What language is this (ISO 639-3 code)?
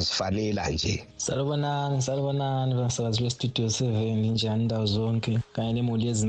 nde